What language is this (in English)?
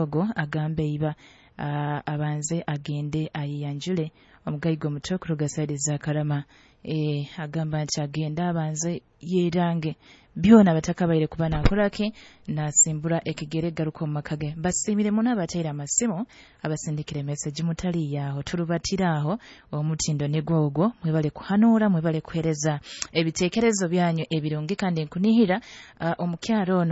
Nyoro